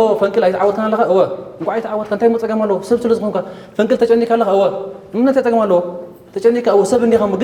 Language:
Tigrinya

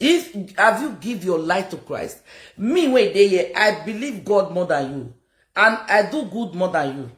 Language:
Nigerian Pidgin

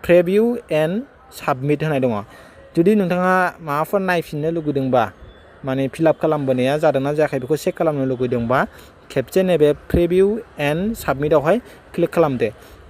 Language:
Bodo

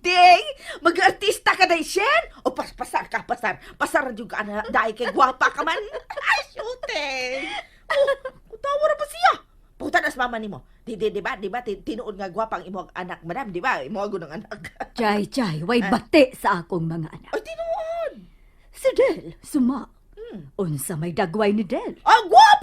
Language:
Cebuano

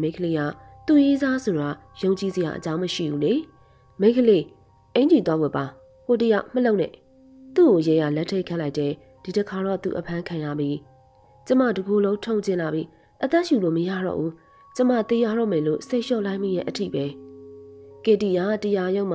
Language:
Burmese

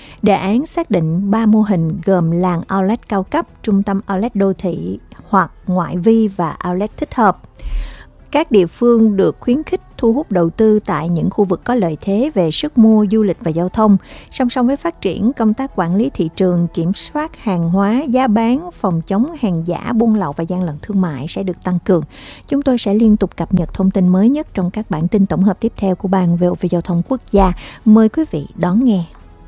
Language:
Vietnamese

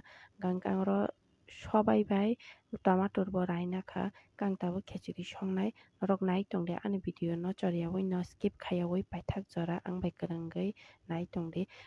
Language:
Kok Borok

